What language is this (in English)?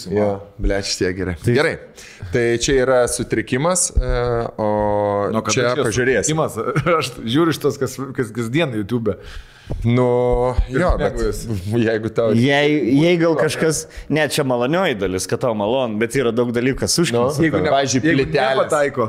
Lithuanian